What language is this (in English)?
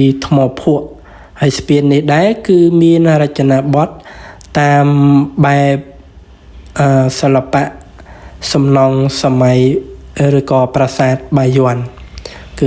Khmer